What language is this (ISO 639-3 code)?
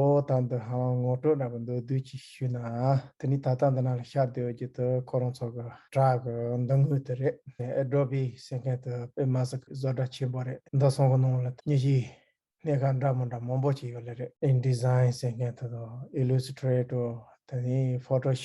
bod